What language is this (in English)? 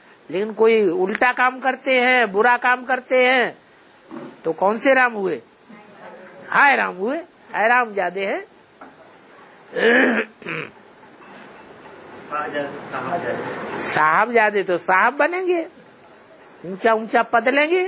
Hindi